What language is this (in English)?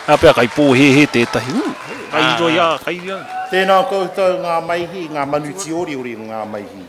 Māori